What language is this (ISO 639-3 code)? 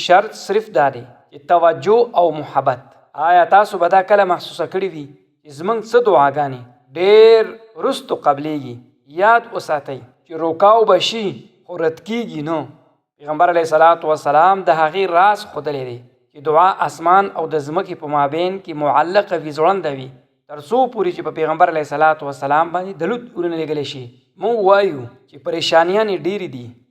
pus